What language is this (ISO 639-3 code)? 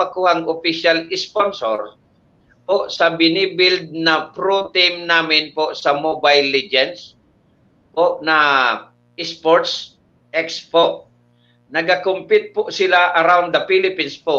bik